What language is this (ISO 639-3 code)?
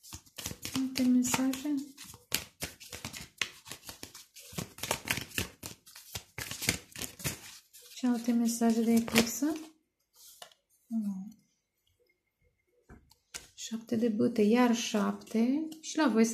ron